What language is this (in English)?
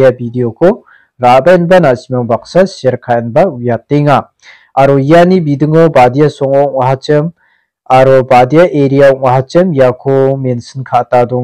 Garo